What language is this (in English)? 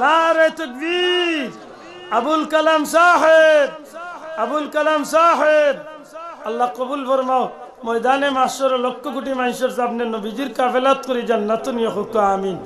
Sylheti